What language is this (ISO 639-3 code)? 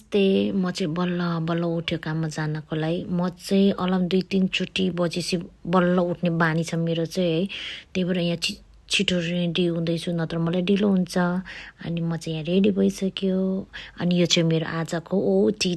nep